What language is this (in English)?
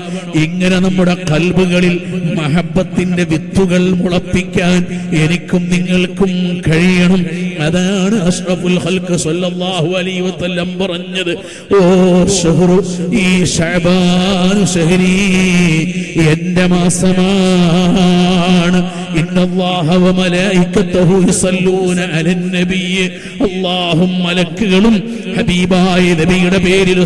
Malayalam